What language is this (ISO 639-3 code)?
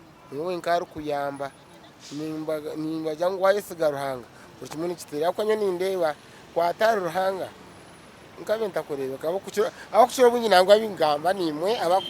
nyn